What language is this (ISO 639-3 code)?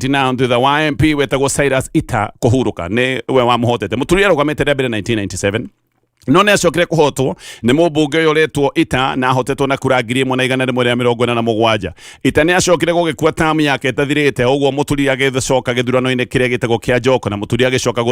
kik